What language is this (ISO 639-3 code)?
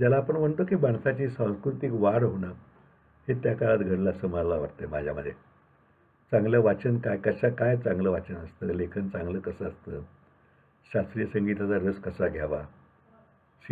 mar